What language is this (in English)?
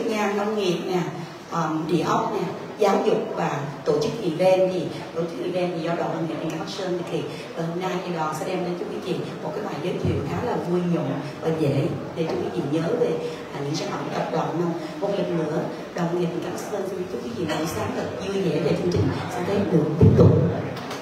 Vietnamese